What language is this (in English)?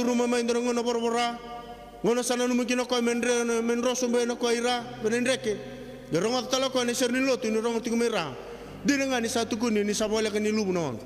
Fijian